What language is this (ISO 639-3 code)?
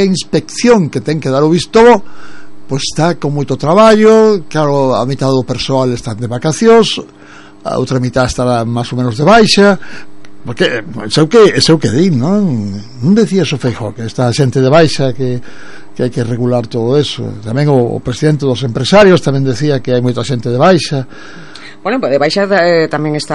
glg